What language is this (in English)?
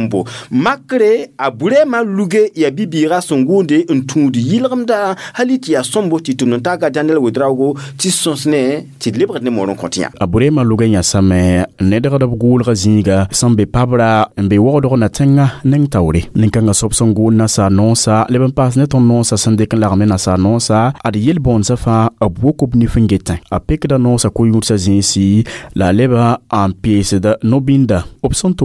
Mossi